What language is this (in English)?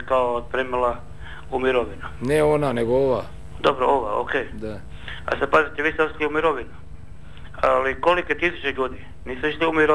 Croatian